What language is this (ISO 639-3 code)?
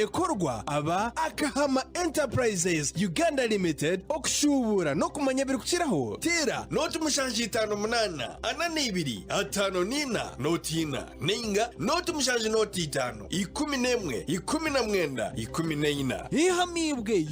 nyn